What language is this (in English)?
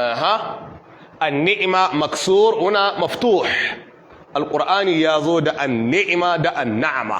Hausa